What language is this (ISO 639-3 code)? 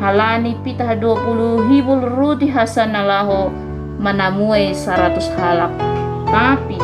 bts